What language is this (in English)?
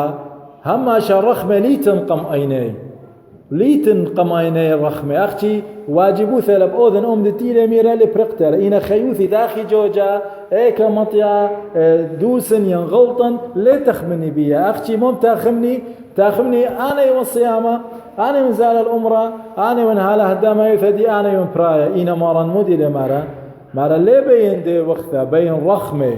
Assyrian Neo-Aramaic